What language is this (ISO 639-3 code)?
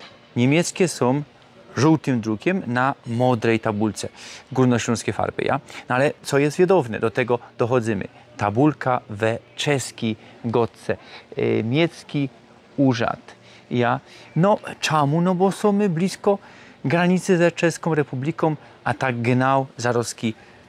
szl